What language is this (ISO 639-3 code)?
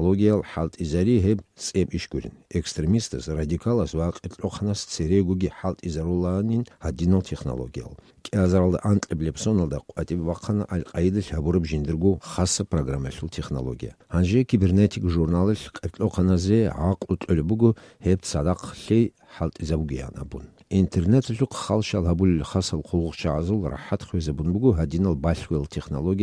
ava